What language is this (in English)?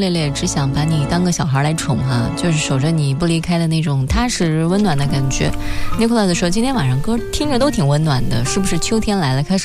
Chinese